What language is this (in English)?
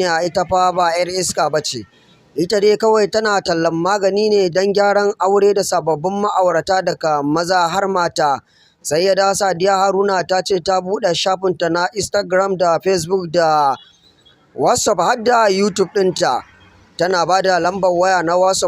Hausa